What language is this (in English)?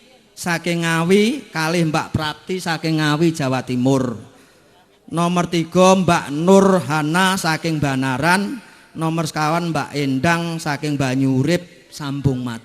Javanese